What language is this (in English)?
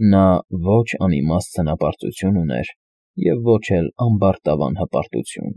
Armenian